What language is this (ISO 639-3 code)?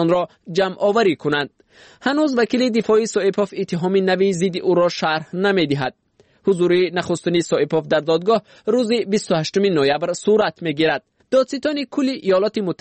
fas